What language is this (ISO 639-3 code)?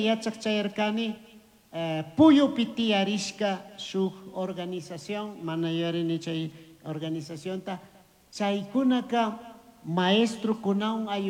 qug